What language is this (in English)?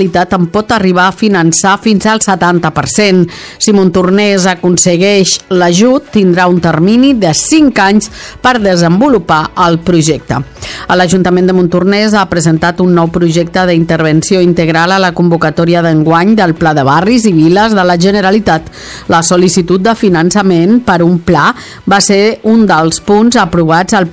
Catalan